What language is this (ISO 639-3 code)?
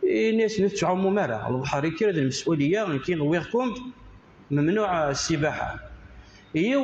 kab